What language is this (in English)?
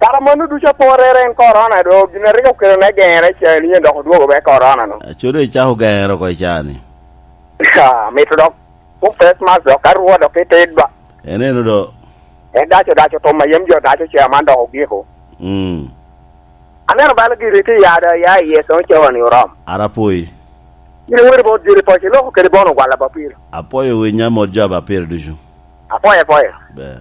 Lango (Uganda)